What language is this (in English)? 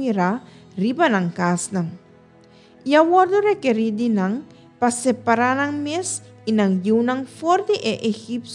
Papiamento